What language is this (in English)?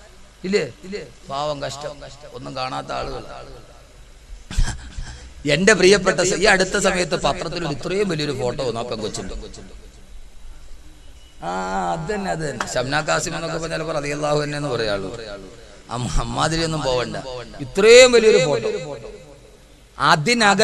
Malayalam